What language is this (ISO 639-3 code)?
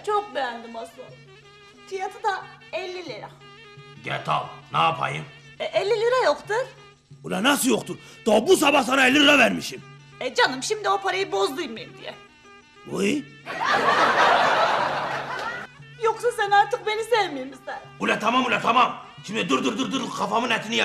tur